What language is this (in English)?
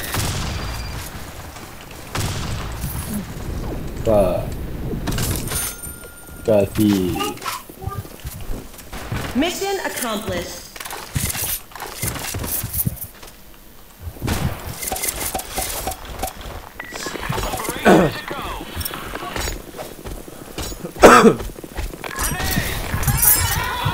Malay